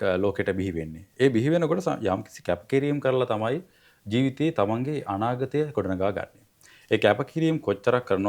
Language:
Sinhala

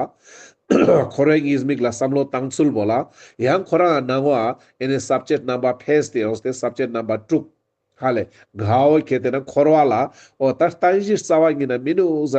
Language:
Ladakhi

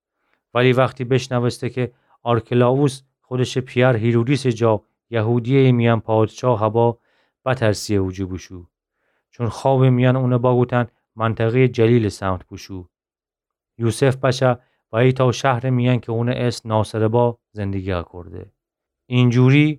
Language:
Gilaki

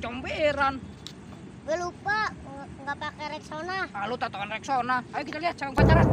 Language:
Betawi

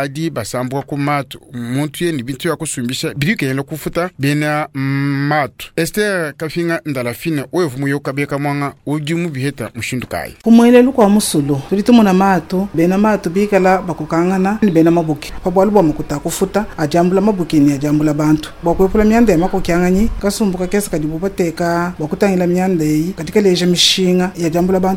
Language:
Luba-Lulua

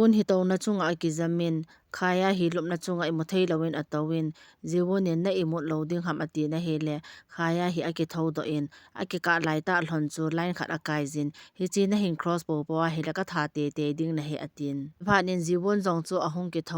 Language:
Thado Chin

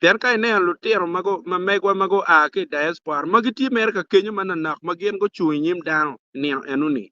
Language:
Acoli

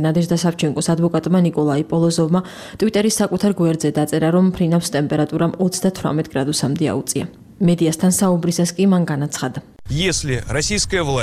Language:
Georgian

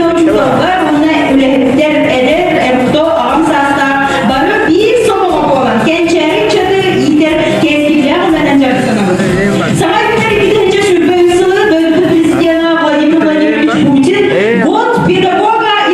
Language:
Yakut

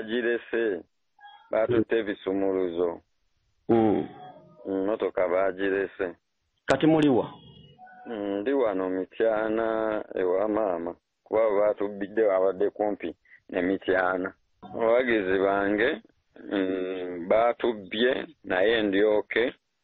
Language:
Ganda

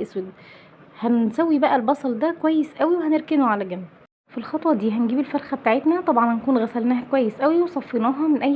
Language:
Egyptian Arabic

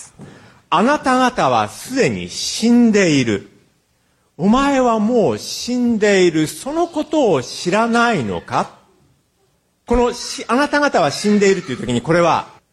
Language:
Japanese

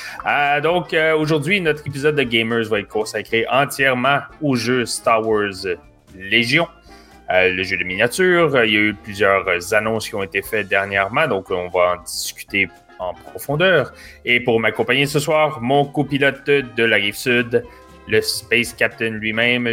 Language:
French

